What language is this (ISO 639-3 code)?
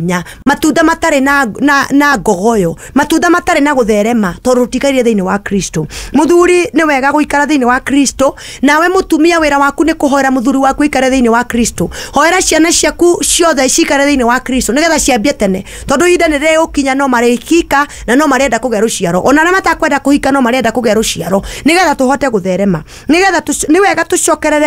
kik